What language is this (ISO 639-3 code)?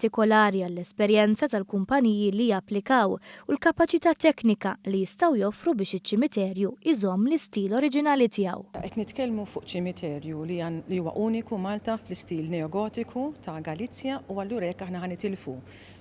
mlt